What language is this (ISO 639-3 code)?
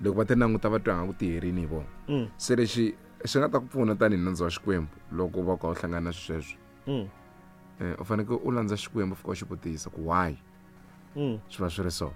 tso